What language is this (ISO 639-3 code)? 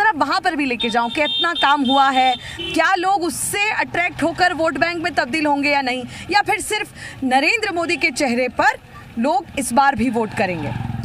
hin